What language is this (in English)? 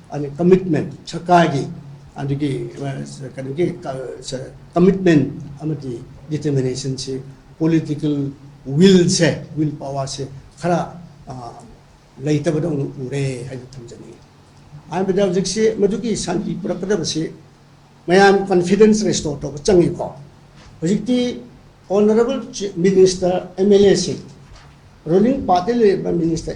Manipuri